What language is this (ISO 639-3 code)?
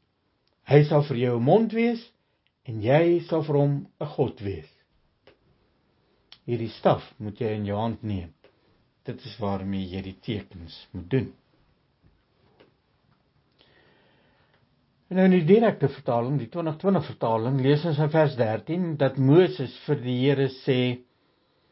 afr